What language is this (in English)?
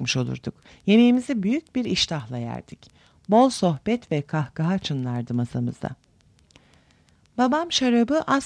Turkish